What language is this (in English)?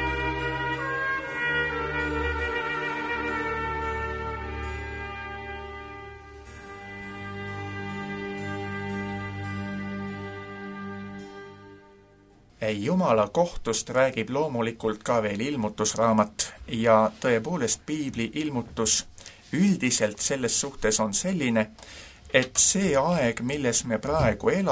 Estonian